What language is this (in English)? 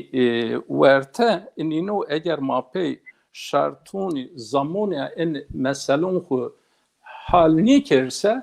Zaza